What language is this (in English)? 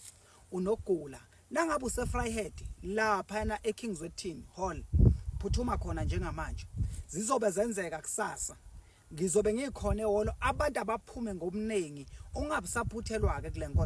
Zulu